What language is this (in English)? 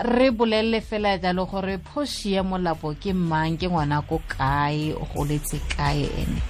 Tswana